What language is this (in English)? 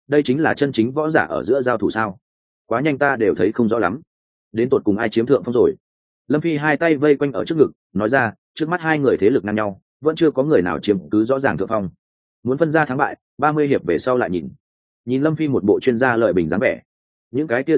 Vietnamese